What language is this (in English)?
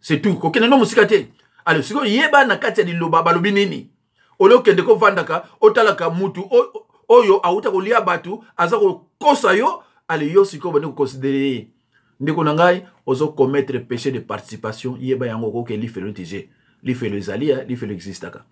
Lingala